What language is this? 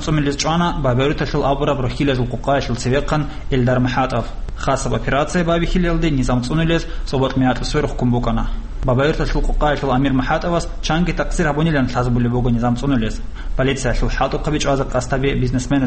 Avaric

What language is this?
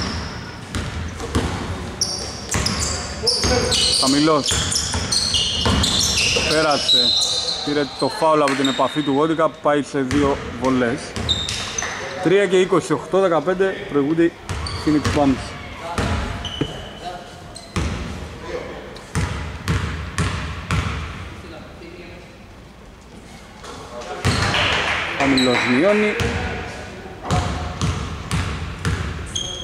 Greek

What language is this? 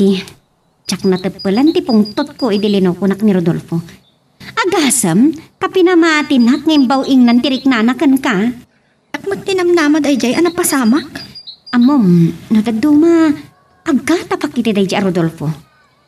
Iloko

